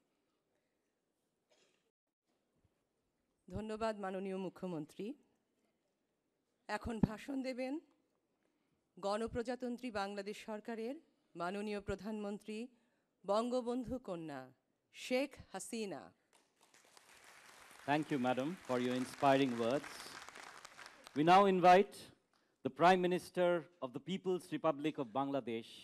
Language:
Bangla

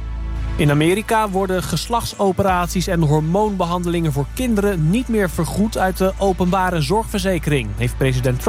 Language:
Dutch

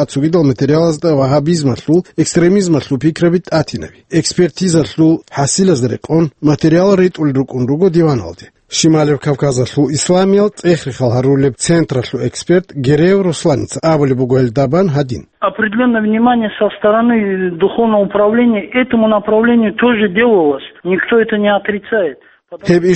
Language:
Avaric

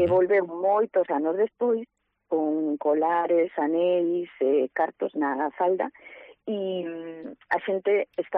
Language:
Galician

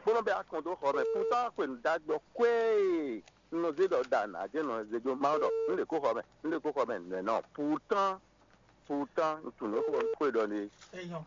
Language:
Fon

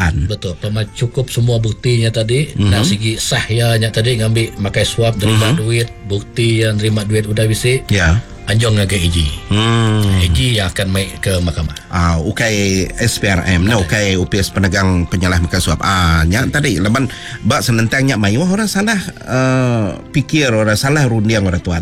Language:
Iban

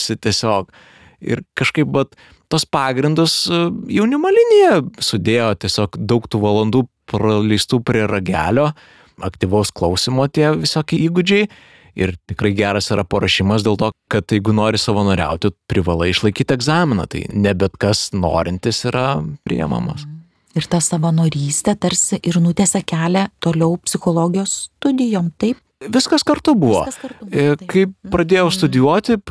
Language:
Lithuanian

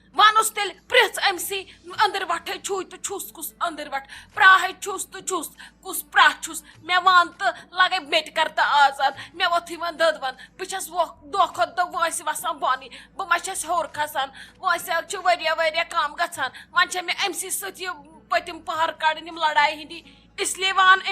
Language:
Kashmiri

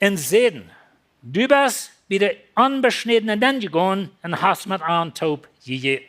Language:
Plautdietsch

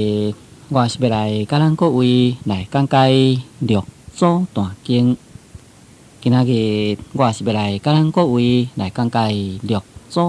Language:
Min Nan Chinese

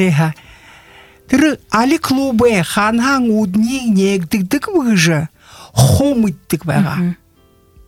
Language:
Buriat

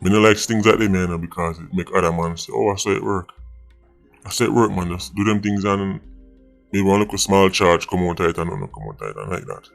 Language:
Jamaican Creole English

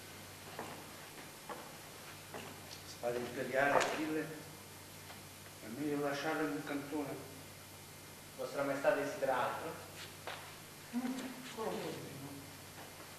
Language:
Italian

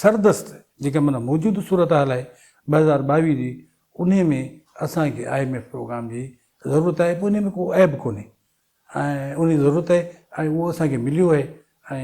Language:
Sindhi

